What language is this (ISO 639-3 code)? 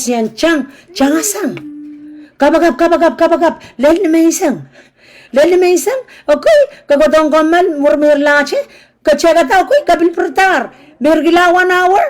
pon